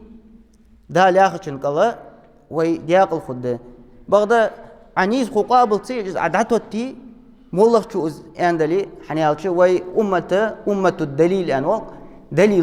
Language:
Ingush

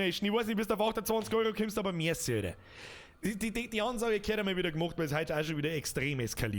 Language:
Bavarian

